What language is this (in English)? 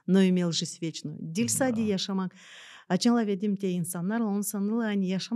Gagauz